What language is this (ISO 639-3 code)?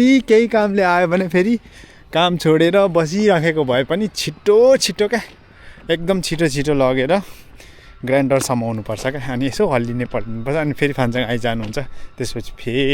nep